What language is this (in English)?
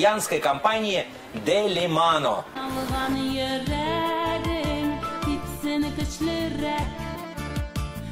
Russian